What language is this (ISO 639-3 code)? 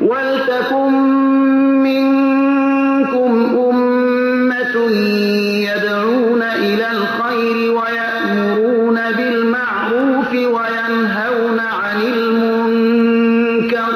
fas